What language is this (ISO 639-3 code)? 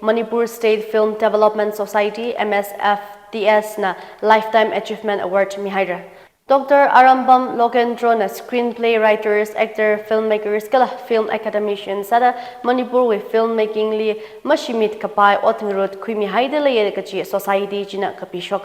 nmf